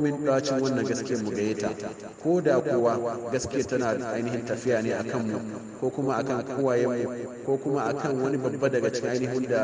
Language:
Hausa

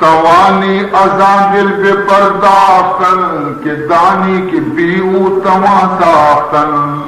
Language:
Baluchi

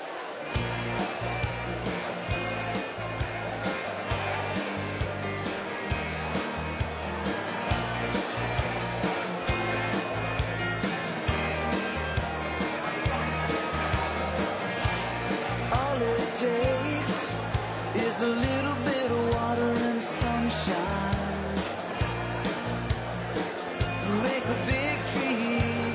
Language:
Dutch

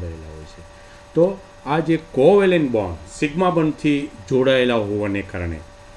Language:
Gujarati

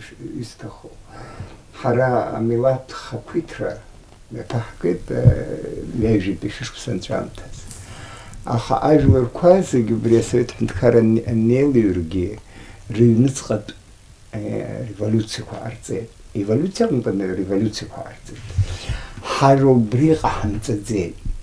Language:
Abkhazian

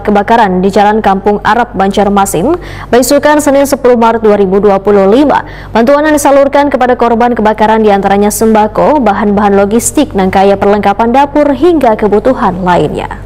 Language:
Banjar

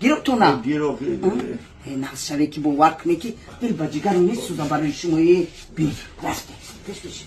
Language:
Tajik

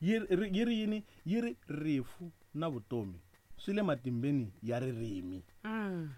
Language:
Tsonga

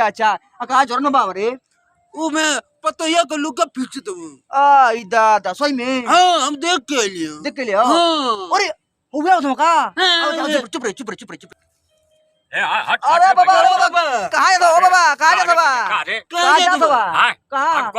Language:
Bhojpuri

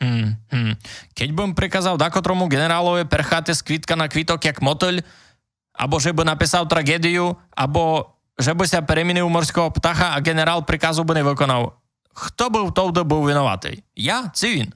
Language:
Rusyn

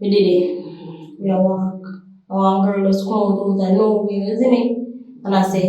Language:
Jamaican Creole English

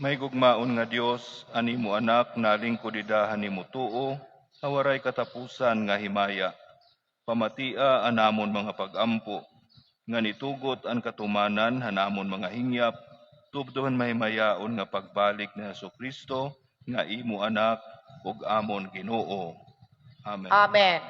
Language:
Waray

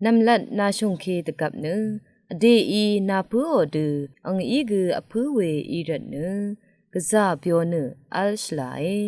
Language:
Rawang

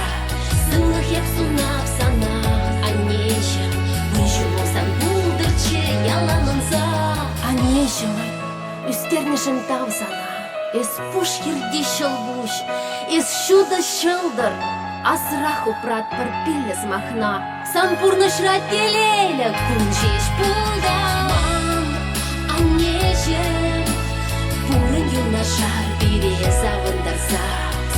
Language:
Chuvash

